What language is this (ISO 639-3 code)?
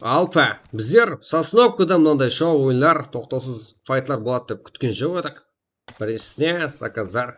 kaa